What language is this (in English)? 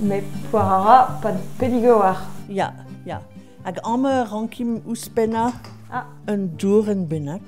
Breton